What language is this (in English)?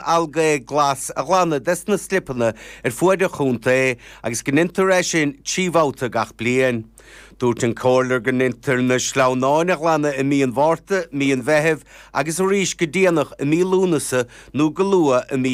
Irish